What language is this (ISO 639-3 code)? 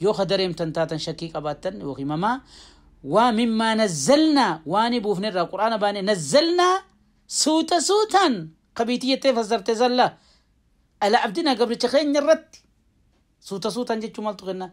orm